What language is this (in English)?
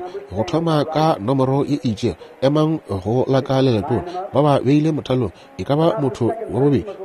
Northern Sotho